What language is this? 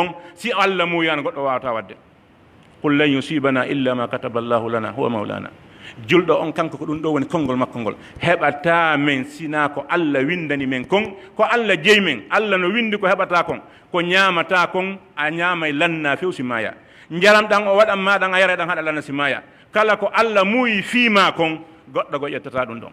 Pular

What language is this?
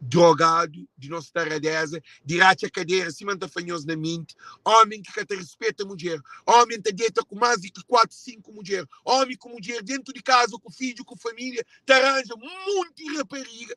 Kabuverdianu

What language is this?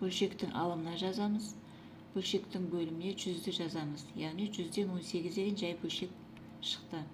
Kazakh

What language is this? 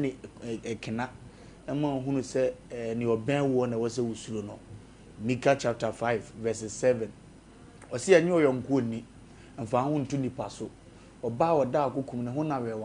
Akan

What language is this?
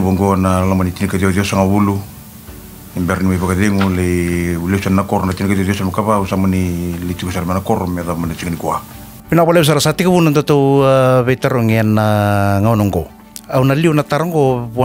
Fijian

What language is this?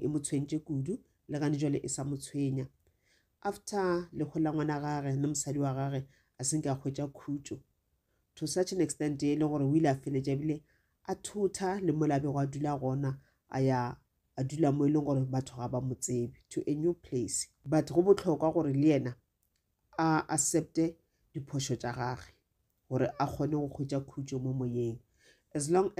Northern Sotho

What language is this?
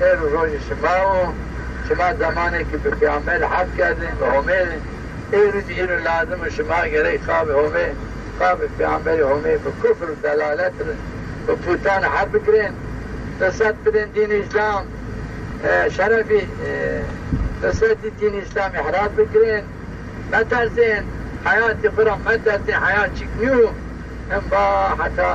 Zaza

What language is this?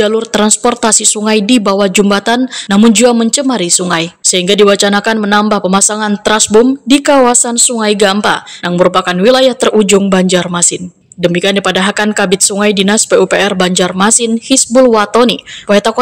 Banjar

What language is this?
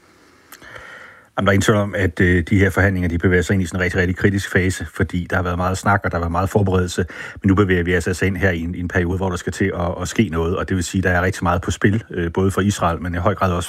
Danish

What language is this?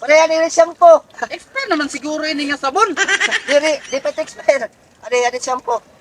Waray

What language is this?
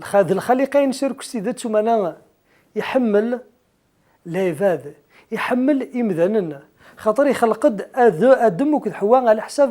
Kabyle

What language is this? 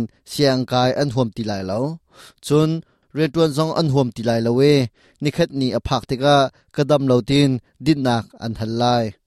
Hakha Chin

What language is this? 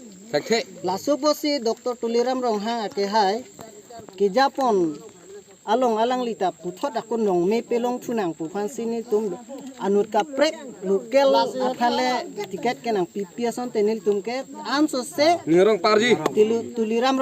Karbi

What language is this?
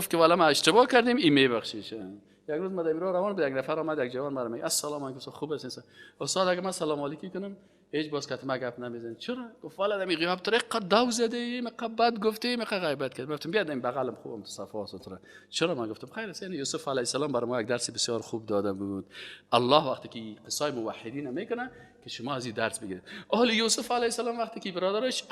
Persian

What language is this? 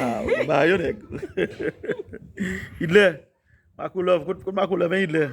Haitian Creole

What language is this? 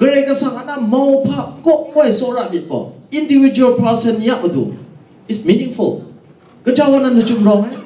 Kachin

